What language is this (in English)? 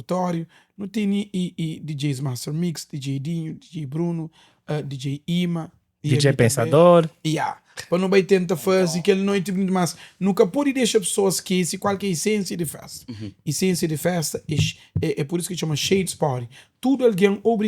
Kabuverdianu